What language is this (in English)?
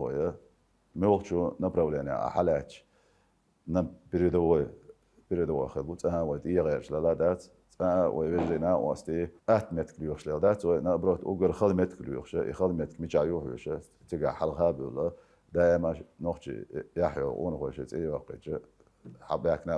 Chechen